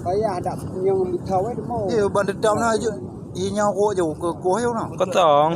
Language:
Achinese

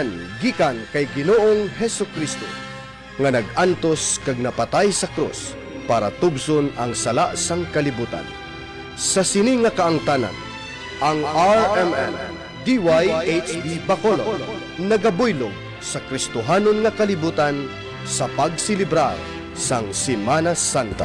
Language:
Hiligaynon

